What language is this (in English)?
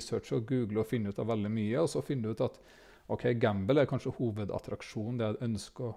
Norwegian